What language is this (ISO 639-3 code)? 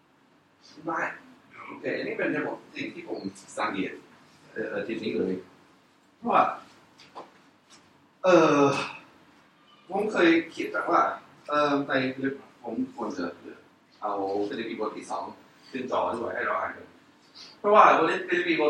tha